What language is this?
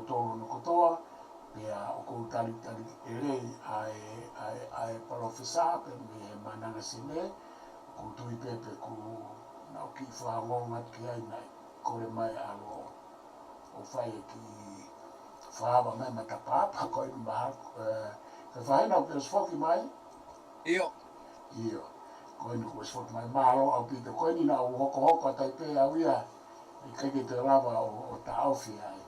Tongan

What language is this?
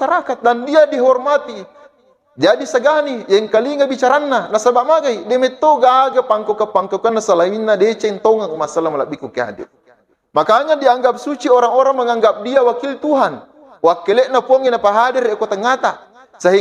Buginese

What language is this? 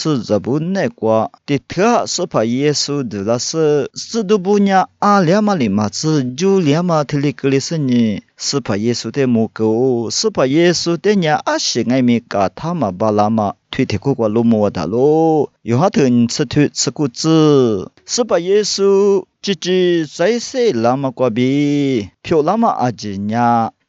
Lisu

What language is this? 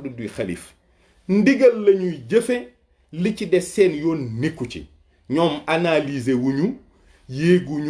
Wolof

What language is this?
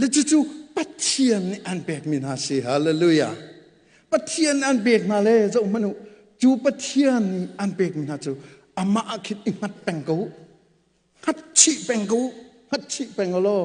Hakha Chin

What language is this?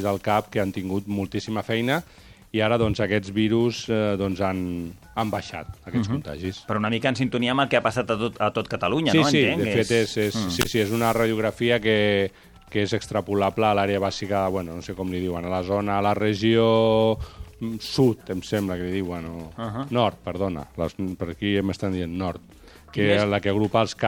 Catalan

